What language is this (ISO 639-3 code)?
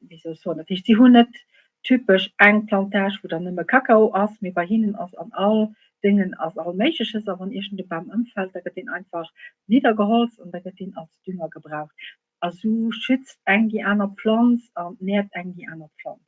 ltz